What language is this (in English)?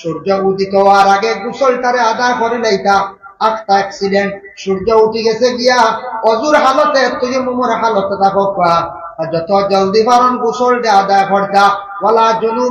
Sylheti